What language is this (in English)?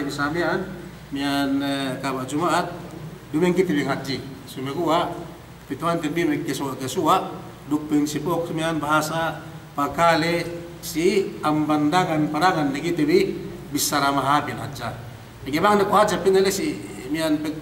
Yakan